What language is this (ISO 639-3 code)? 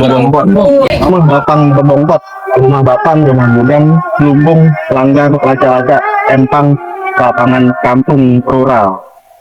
bew